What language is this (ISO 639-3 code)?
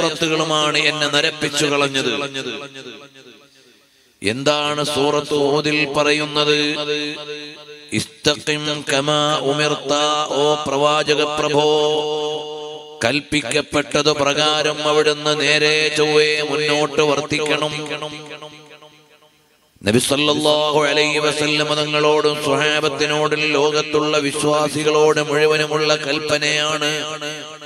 mal